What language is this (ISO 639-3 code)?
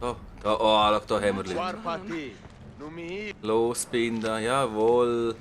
gsw